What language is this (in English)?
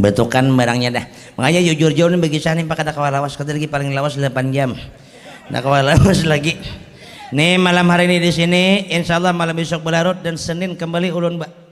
Banjar